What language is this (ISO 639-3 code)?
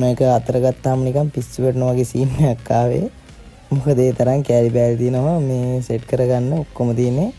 sin